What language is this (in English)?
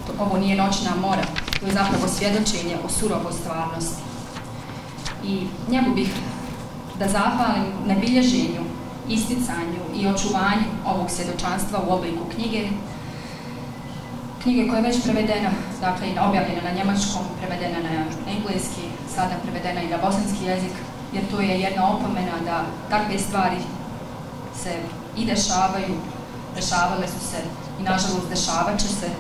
Bosnian